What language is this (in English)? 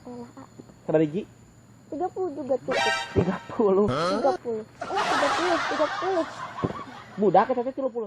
Sundanese